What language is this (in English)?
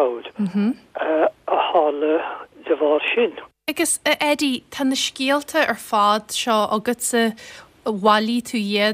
Irish